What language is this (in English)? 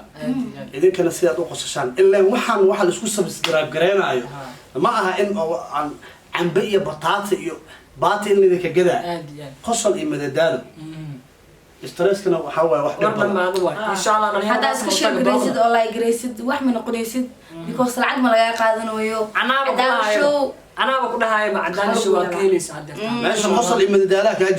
Somali